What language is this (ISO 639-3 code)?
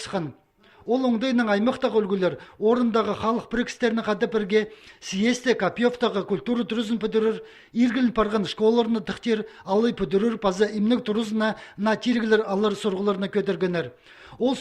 kjh